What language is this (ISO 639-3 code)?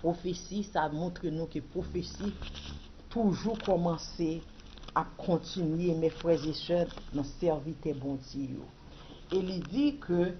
hat